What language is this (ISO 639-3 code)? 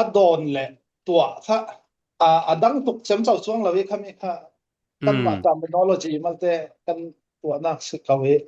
cfm